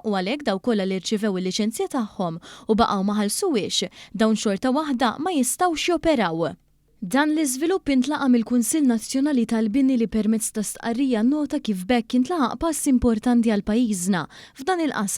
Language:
Maltese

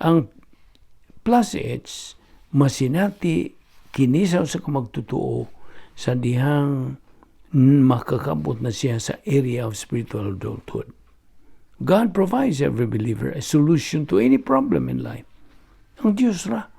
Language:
Cebuano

